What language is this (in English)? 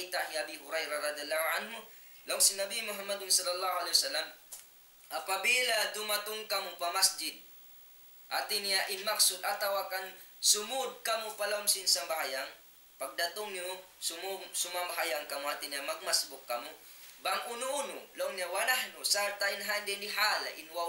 Tausug